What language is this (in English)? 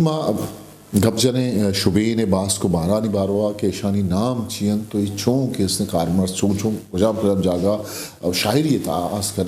Eastern Balochi